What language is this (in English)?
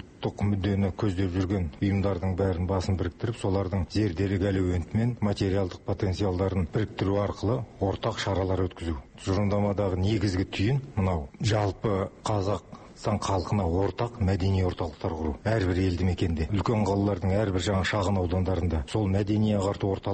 Kazakh